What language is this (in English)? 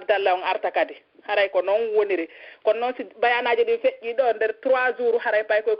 Pular